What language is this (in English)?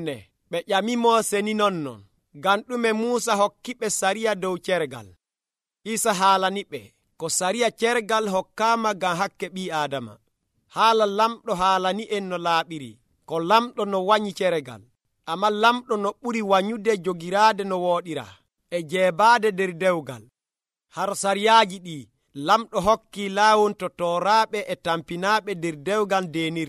Nigerian Fulfulde